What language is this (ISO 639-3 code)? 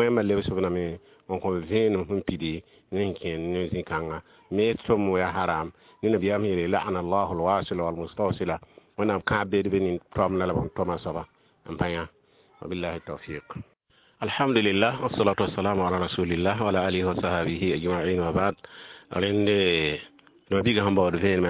mos